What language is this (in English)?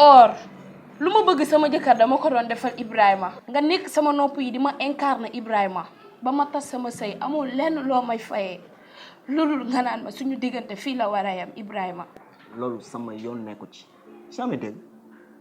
Wolof